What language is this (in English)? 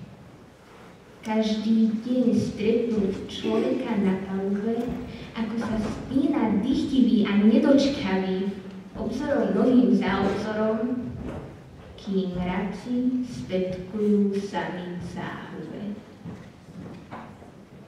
Slovak